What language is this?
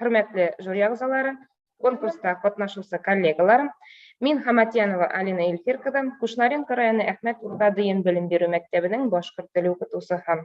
Bashkir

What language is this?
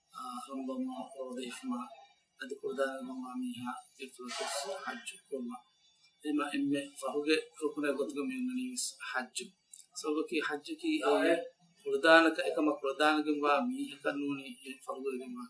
Divehi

